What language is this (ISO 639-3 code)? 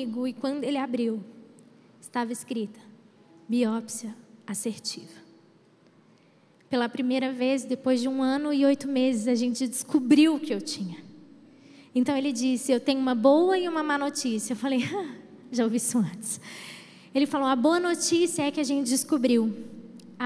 por